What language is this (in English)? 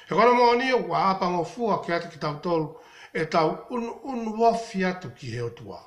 Tongan